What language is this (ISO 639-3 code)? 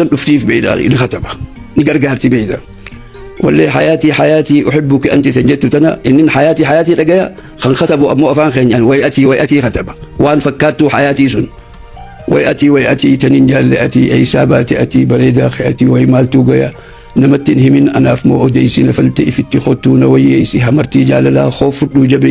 orm